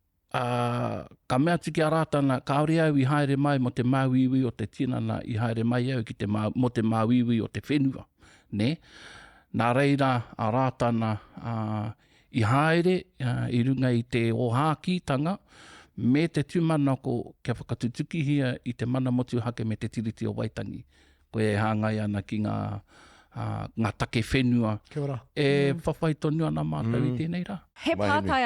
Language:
Māori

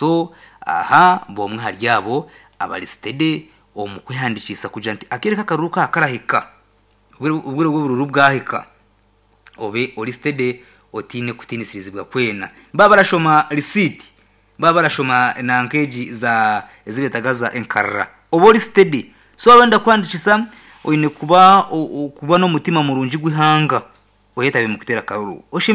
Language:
Nyankole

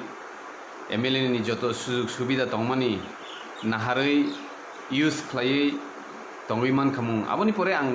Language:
Kok Borok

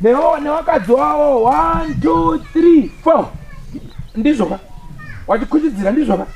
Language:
Shona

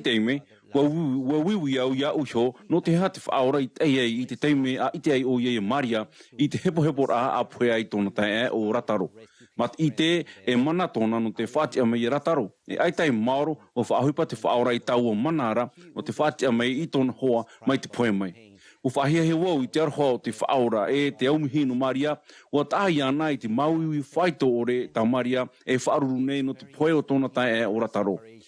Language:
Tahitian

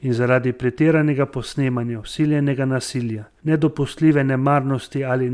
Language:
Slovenian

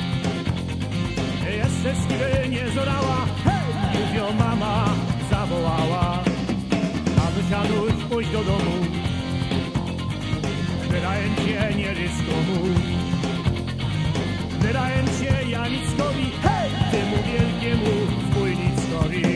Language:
Polish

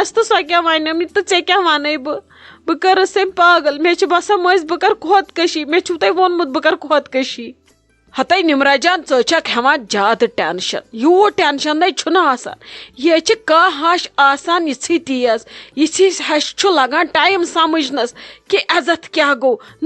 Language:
Kashmiri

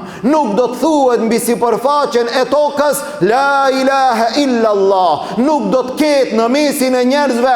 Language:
Albanian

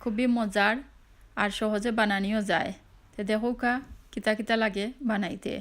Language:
Sylheti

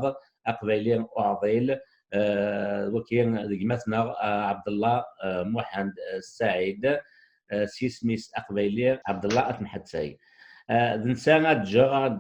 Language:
Kabyle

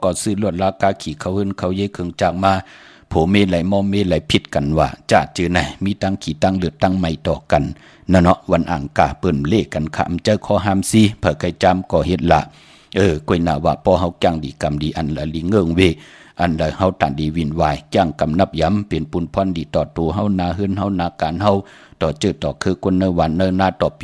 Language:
Shan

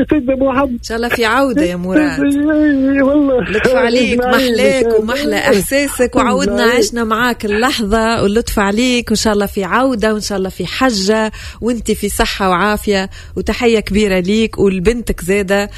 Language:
Tunisian Arabic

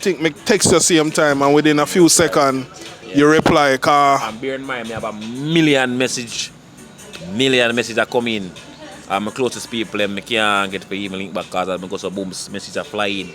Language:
Jamaican Creole English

